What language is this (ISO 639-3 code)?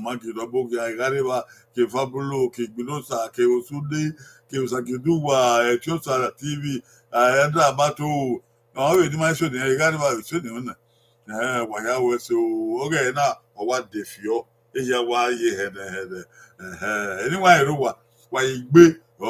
bin